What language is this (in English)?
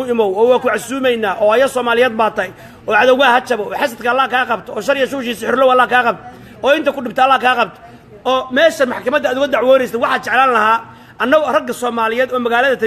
Somali